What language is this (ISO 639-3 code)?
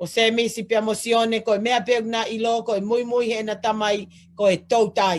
ton